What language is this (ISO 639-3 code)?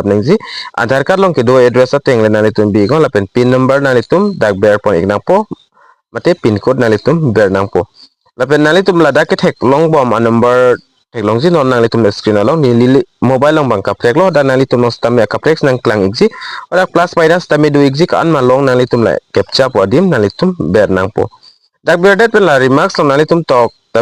mjw